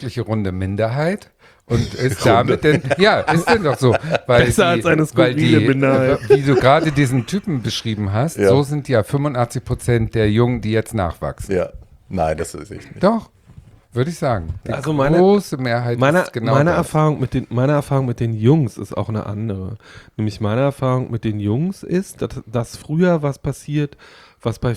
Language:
German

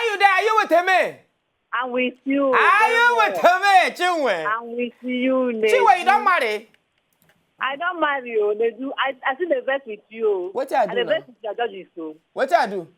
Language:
Nigerian Pidgin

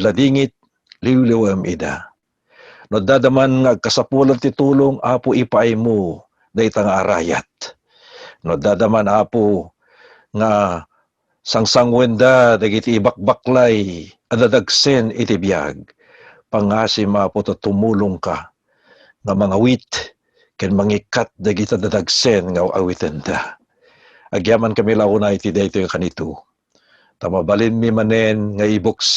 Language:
Iloko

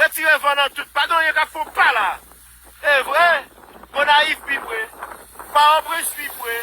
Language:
Haitian Creole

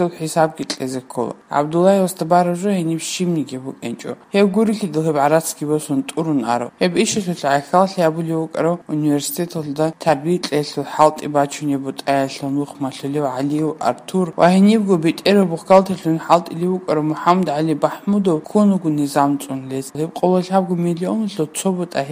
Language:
Avaric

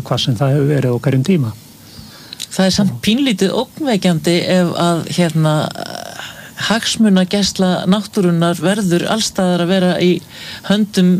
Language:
Icelandic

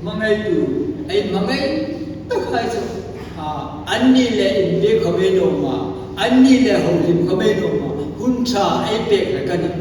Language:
Hmar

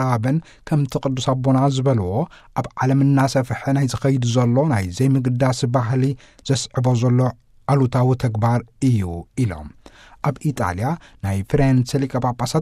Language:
Tigrinya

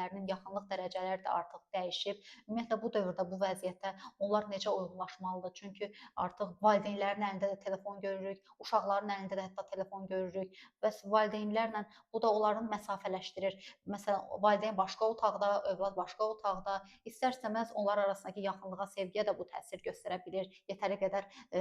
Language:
Azerbaijani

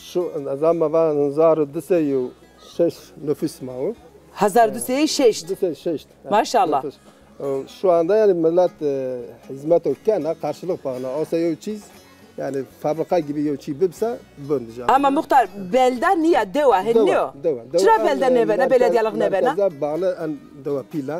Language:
Zaza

